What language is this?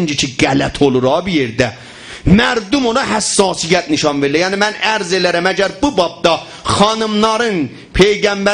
South Azerbaijani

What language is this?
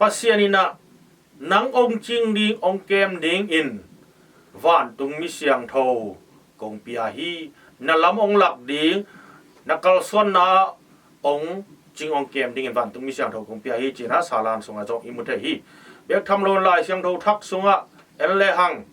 Tedim Chin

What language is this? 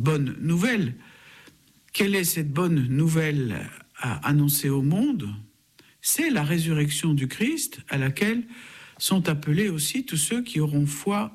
French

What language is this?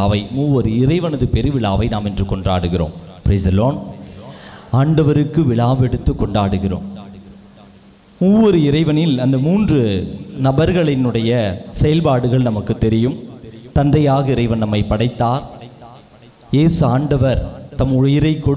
Tamil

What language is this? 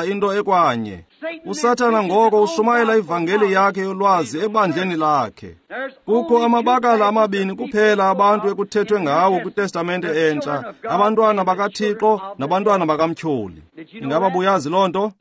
Xhosa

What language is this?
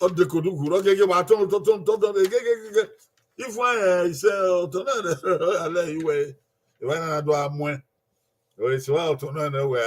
Bini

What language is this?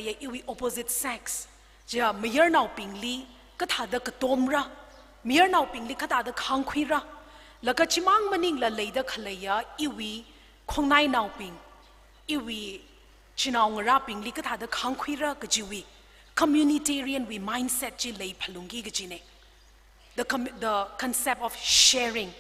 Tangkhul Naga (India)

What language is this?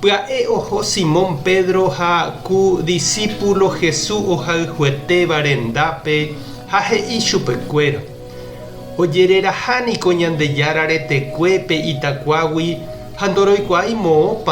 Guarani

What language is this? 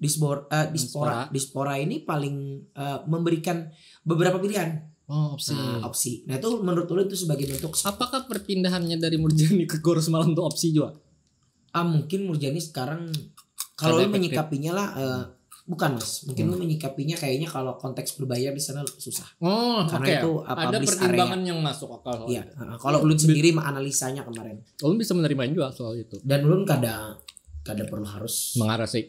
Banjar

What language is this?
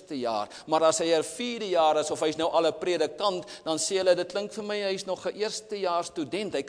Afrikaans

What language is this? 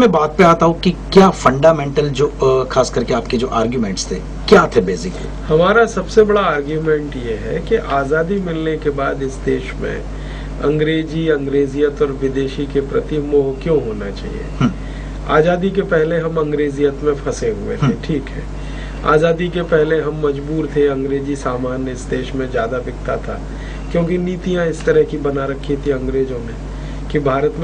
Hindi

